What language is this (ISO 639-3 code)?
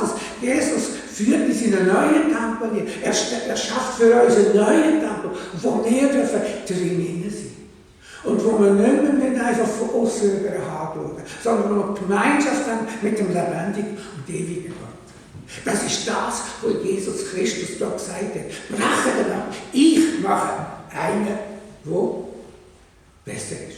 gsw